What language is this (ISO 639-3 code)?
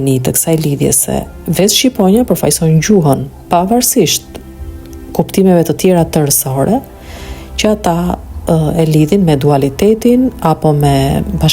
sqi